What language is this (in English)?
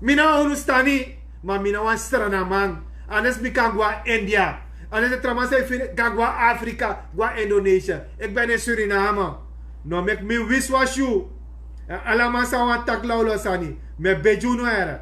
Sranan Tongo